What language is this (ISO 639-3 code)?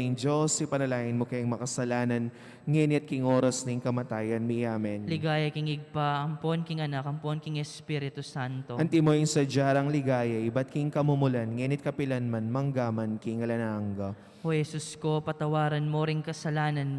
pam